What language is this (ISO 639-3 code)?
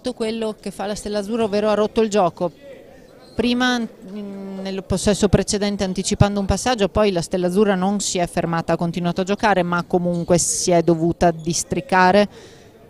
ita